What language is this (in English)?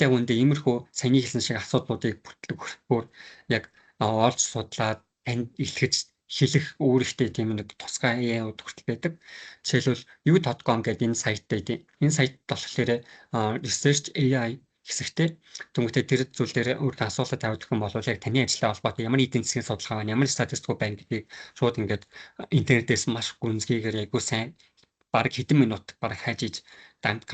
Mongolian